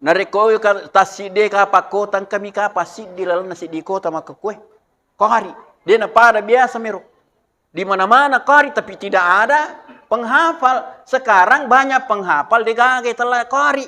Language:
Buginese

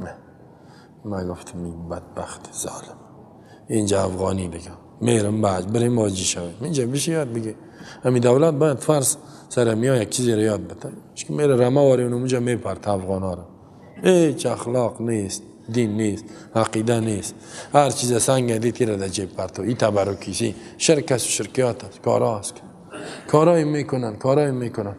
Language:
Persian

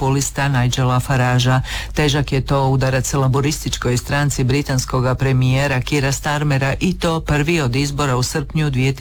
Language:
Croatian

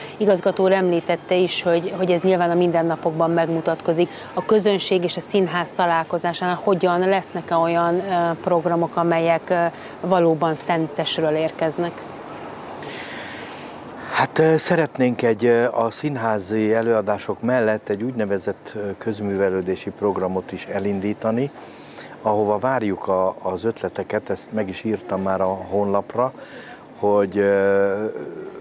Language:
Hungarian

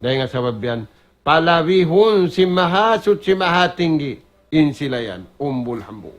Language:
Tausug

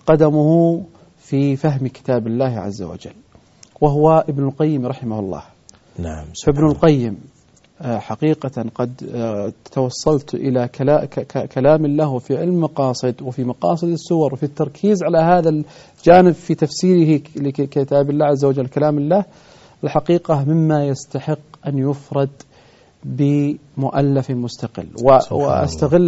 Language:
Arabic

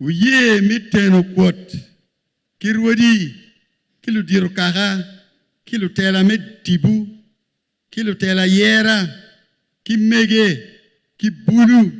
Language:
Acoli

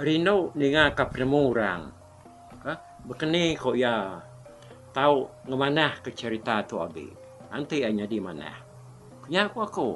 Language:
Iban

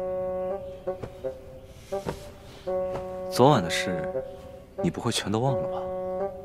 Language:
Chinese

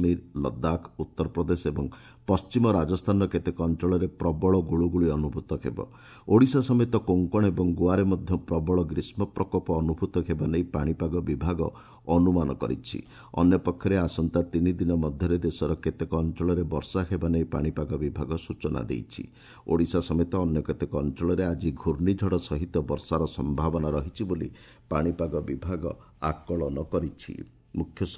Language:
Odia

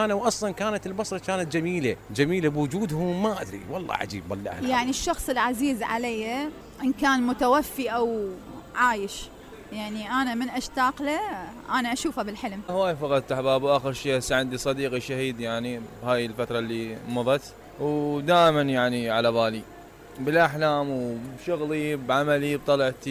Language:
Mesopotamian Arabic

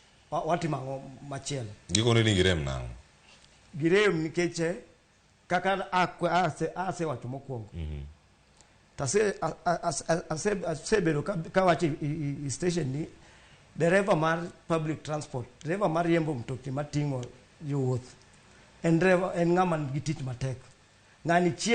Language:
Luo (Kenya and Tanzania)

